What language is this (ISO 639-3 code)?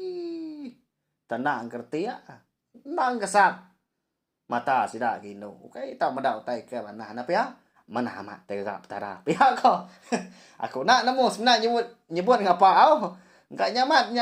iba